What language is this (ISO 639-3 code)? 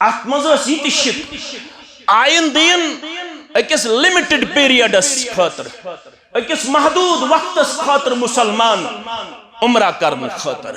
kas